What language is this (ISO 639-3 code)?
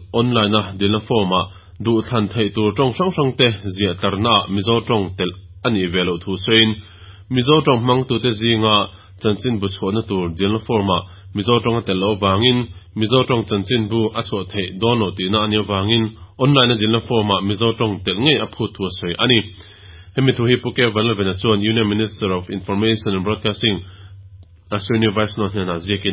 lus